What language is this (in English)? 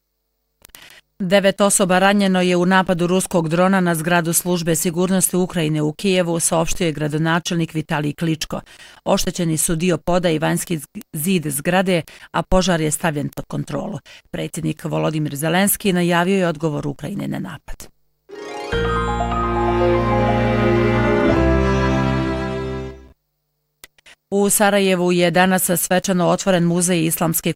Bosnian